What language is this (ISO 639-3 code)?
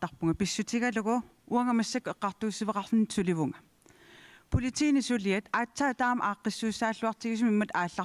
kal